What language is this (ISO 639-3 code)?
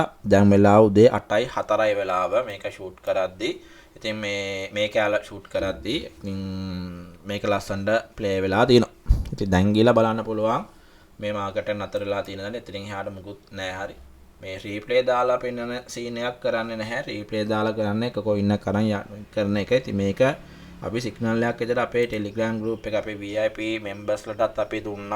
sin